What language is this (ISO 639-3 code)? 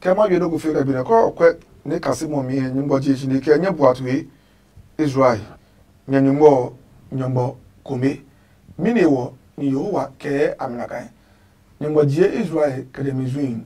ada